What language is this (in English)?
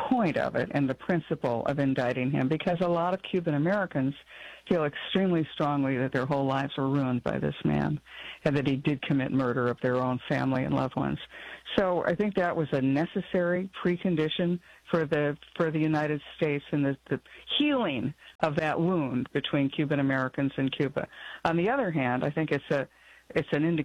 English